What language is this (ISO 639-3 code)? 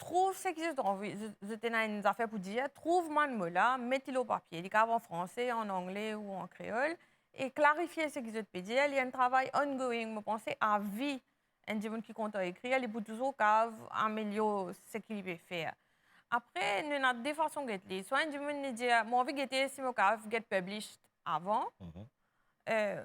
mfe